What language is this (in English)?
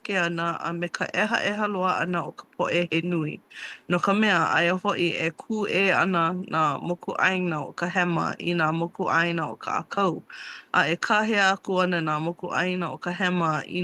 Hawaiian